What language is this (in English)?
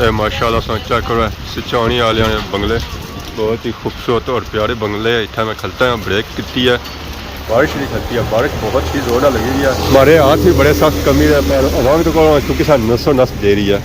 Pahari-Potwari